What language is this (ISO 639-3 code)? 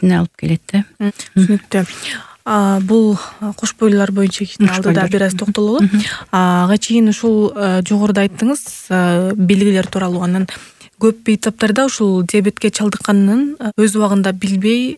kir